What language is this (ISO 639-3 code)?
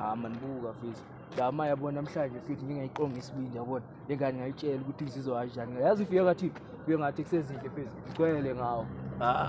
zul